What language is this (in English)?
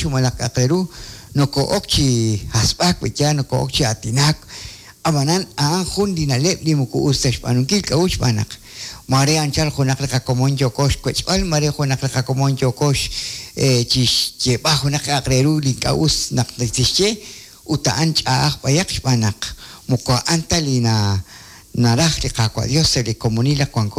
Kekchí